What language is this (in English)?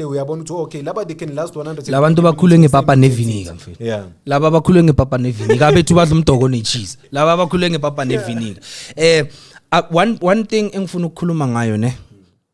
Zulu